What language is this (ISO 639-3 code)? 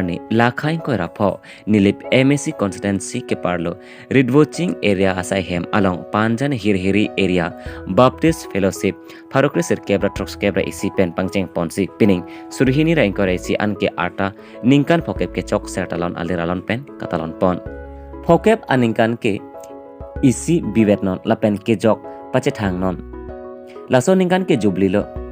mjw